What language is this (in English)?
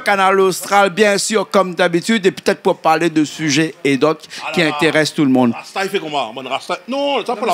Réunion Creole French